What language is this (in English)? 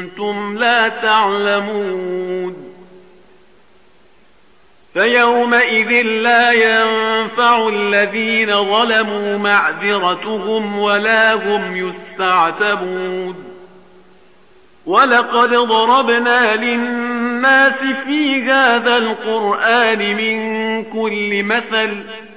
Arabic